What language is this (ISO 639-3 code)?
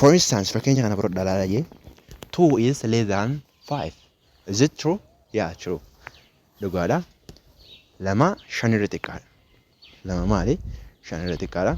orm